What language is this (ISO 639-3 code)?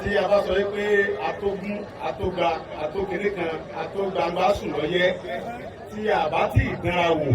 yor